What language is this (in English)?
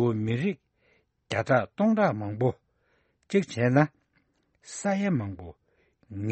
Tibetan